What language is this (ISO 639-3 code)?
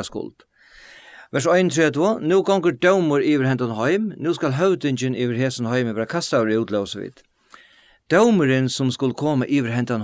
fao